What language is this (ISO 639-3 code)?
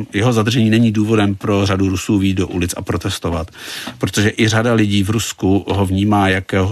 ces